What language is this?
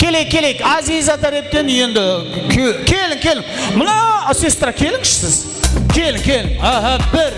Kara-Kalpak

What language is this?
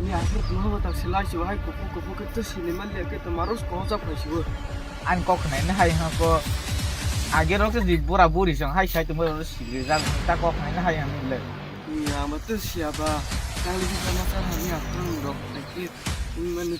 Kok Borok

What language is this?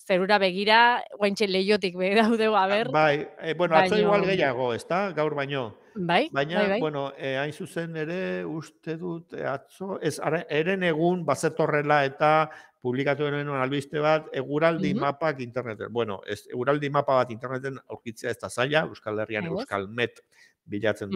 Basque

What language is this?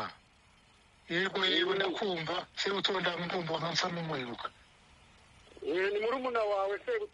Kinyarwanda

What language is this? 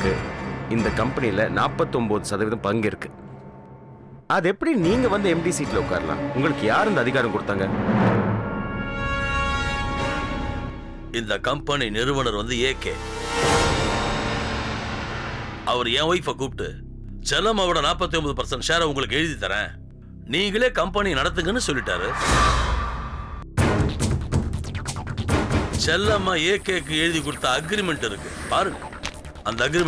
Tamil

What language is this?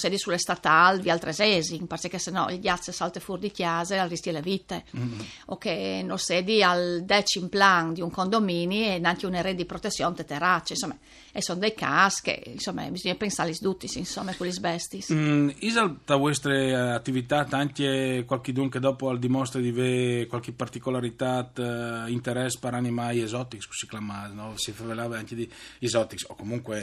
Friulian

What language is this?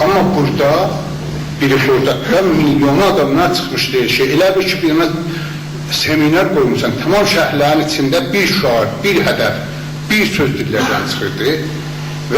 South Azerbaijani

